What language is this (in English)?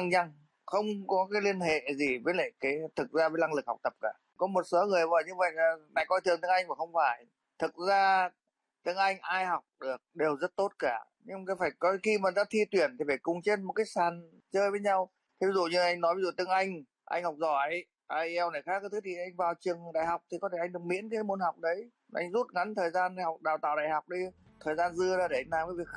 Vietnamese